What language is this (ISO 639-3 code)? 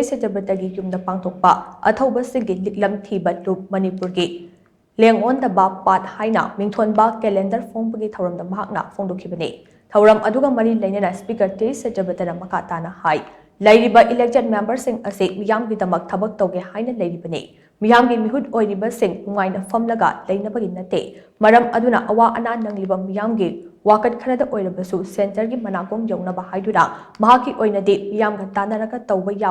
mni